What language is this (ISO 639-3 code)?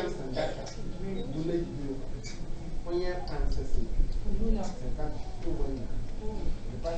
mos